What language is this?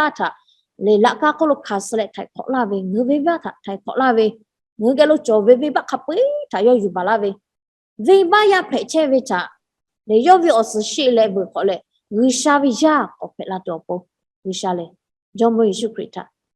Lahu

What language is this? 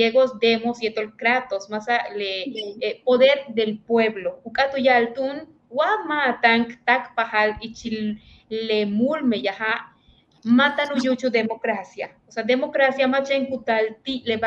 Yucateco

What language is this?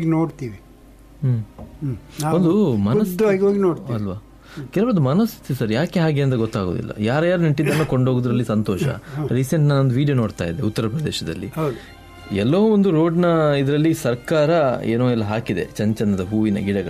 Kannada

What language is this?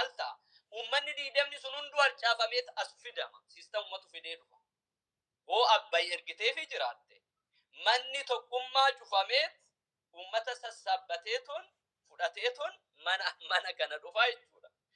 Oromo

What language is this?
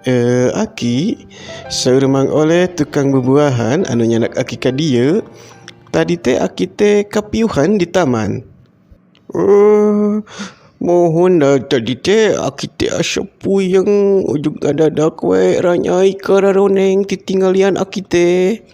Sundanese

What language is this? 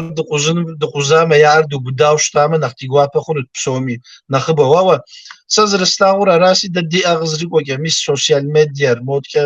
Kabardian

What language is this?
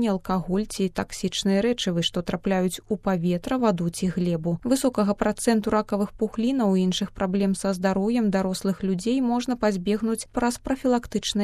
Belarusian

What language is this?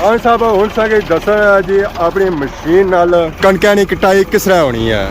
Pahari-Potwari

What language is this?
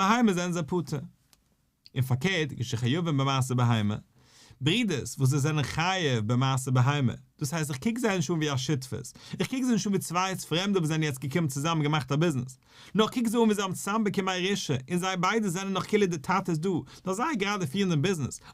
Yiddish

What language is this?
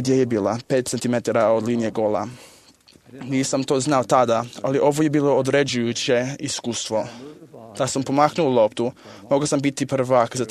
Croatian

